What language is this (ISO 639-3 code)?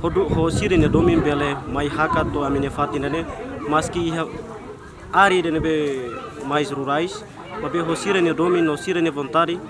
tet